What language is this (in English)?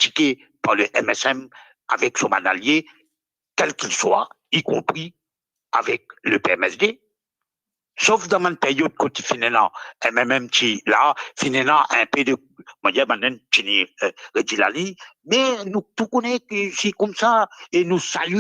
Morisyen